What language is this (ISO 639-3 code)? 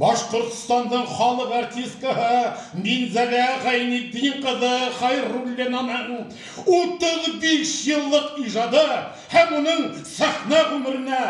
bak